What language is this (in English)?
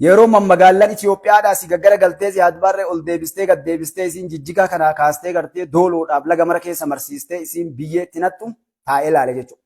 Oromo